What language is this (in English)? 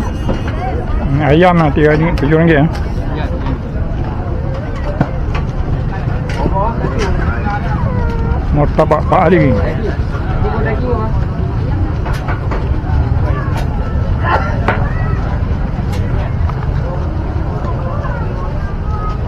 Malay